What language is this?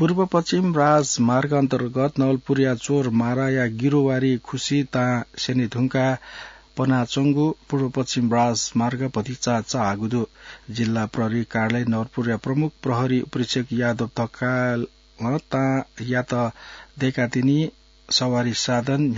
Newari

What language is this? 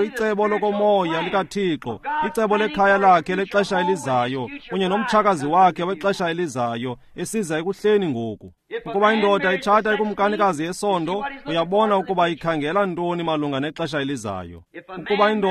Xhosa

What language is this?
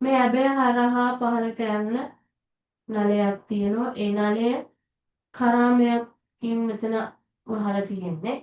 Sinhala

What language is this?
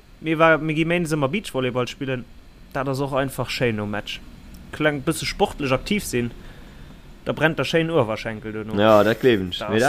Luxembourgish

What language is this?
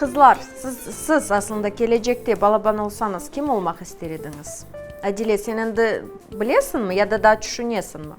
Crimean Tatar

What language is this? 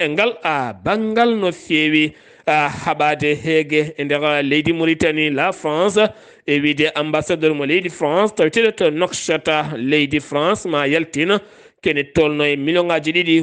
Fula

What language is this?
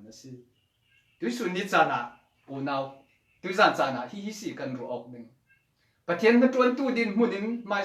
Falam Chin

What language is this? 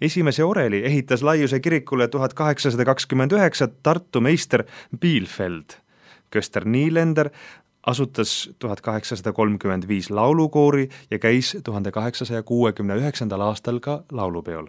Estonian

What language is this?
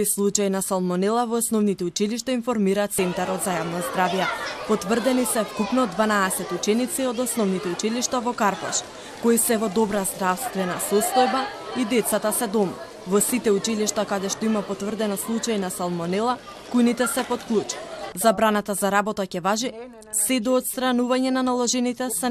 Macedonian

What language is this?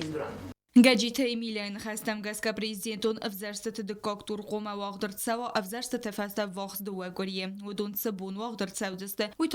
Ossetic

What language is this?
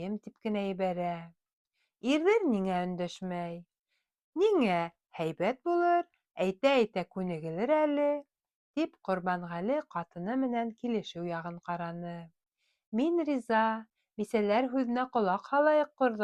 Bashkir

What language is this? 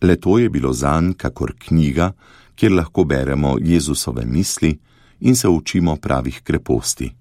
Slovenian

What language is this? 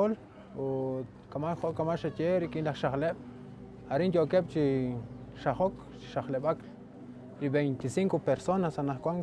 Kekchí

